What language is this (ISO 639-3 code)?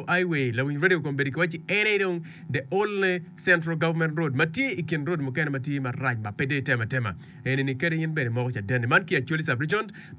ach